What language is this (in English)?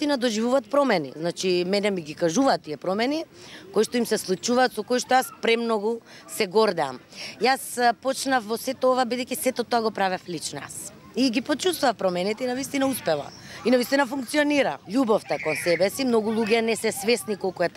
Macedonian